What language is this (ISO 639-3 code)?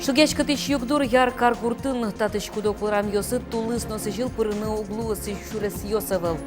udm